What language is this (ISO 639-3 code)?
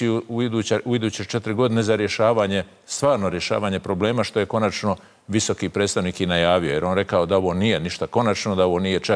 hrv